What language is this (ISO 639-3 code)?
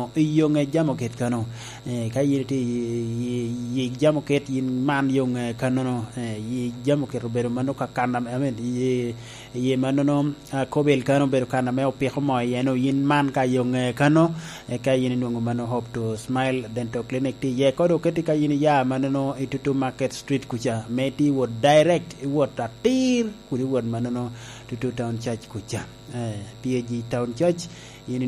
laj